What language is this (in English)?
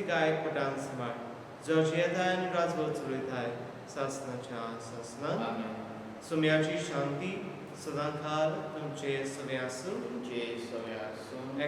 Konkani